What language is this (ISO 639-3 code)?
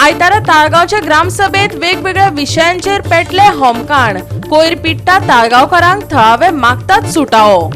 kok